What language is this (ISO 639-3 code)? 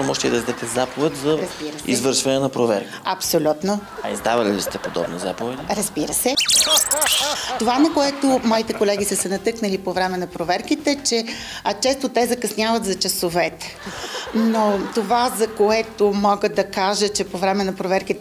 bul